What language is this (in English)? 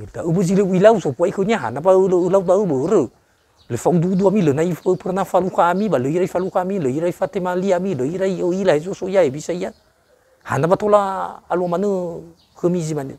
Nias